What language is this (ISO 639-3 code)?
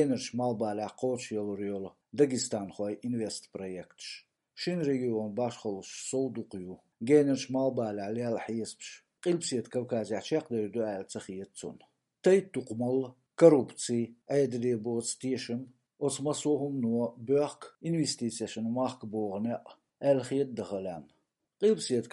che